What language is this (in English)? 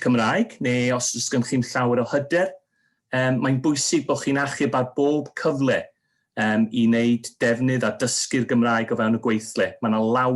Welsh